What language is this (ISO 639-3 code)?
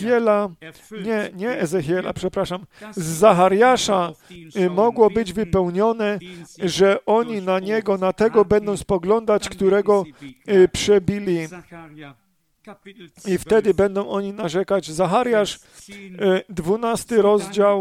pol